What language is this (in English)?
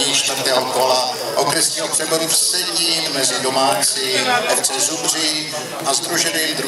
Czech